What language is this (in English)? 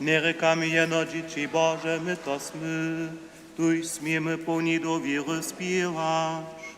Upper Sorbian